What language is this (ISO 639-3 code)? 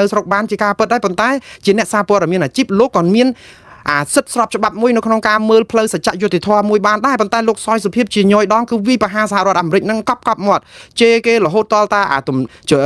khm